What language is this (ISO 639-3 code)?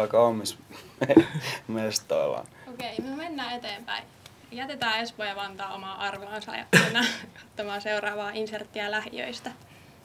fin